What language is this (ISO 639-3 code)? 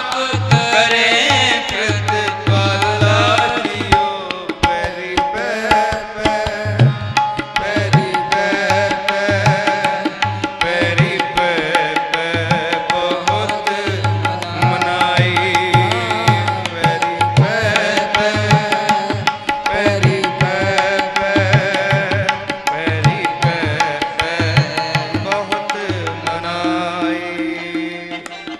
pan